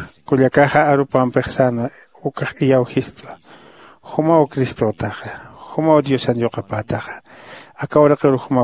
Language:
Aymara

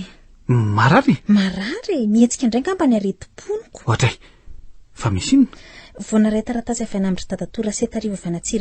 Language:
Malagasy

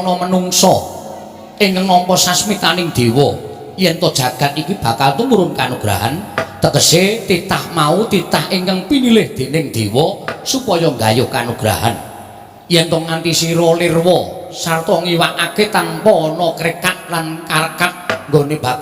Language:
Javanese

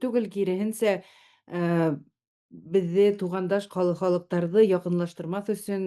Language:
Bashkir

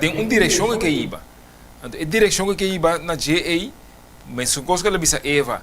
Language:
Papiamento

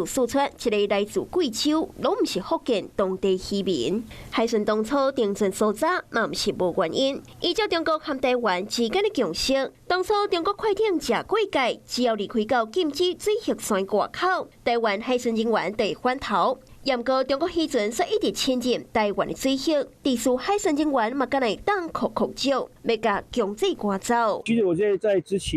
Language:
Min Nan Chinese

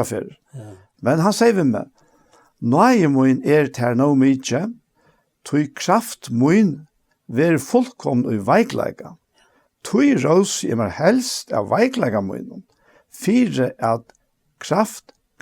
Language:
Faroese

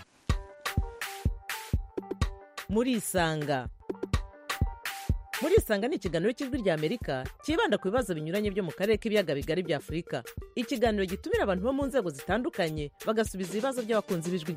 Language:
Kinyarwanda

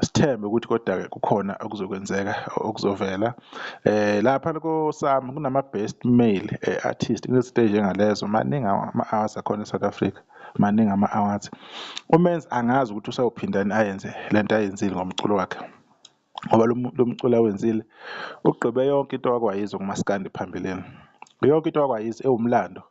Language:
Zulu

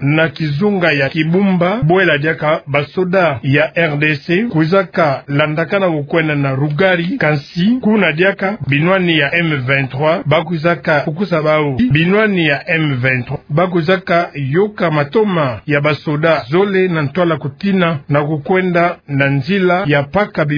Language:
Kituba (Democratic Republic of Congo)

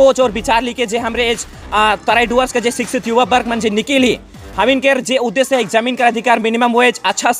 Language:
Sadri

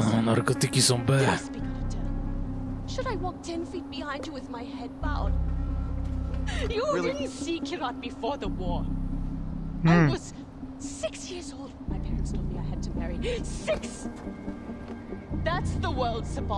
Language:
Polish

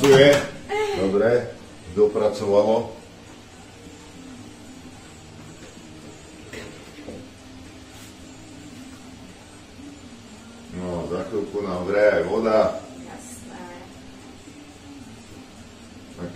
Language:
Slovak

